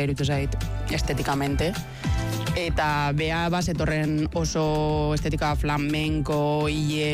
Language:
Basque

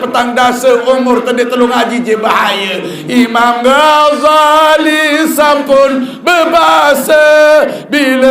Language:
Sasak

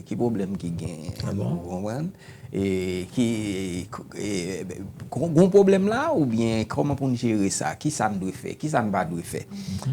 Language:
Haitian Creole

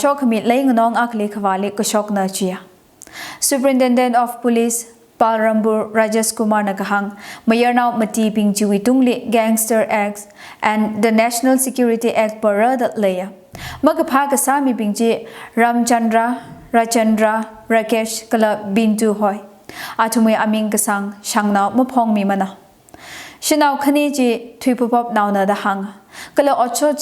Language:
Tangkhul Naga (India)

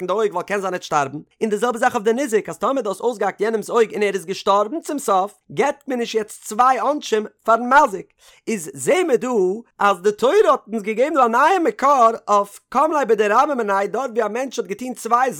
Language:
Yiddish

